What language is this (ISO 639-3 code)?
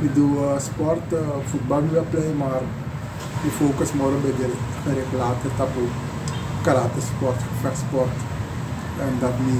srn